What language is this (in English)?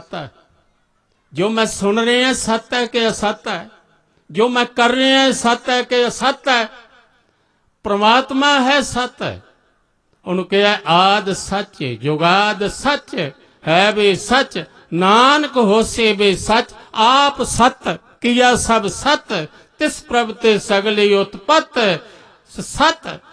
Punjabi